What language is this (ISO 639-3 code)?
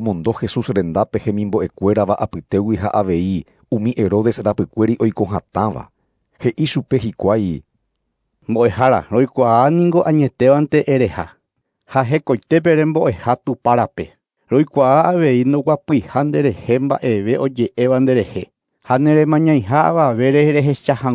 grn